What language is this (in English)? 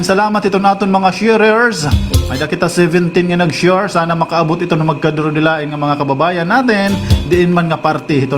Waray